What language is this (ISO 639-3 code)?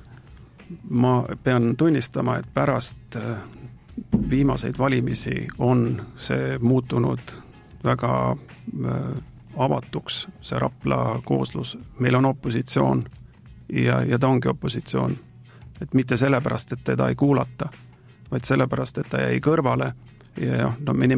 est